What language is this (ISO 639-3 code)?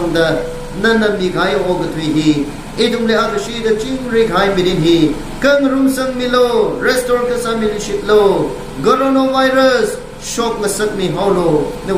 nmf